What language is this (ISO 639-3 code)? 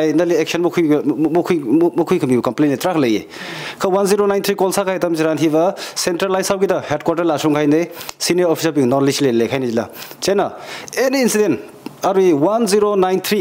nmf